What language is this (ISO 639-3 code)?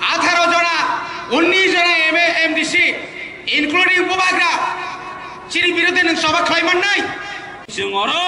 trp